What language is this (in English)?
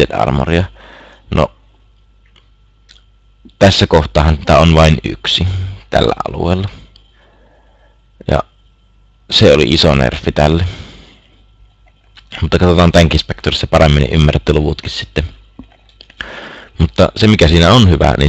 Finnish